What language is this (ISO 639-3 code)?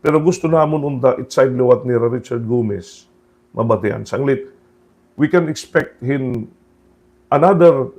war